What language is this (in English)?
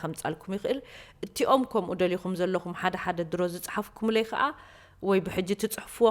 Tigrinya